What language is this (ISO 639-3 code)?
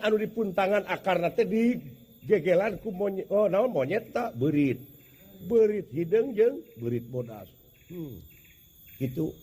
sun